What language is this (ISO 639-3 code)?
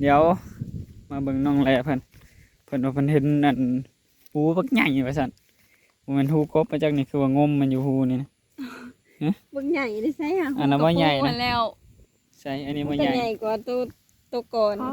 tts